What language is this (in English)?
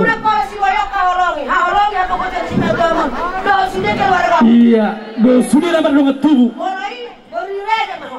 Batak Toba